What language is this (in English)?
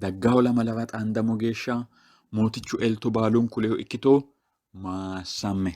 Sidamo